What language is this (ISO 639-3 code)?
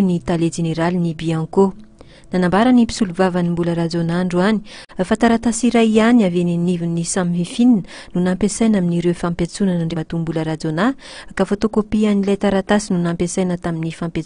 mlg